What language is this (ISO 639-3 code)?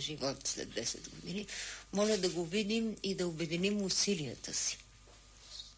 bul